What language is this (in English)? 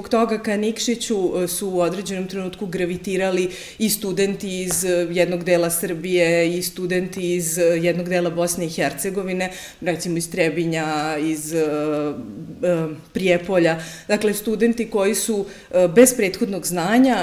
Serbian